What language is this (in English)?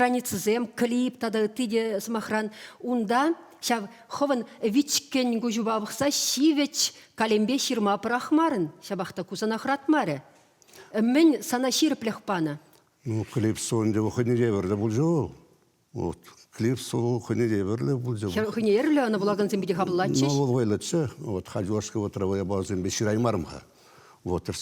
Chuvash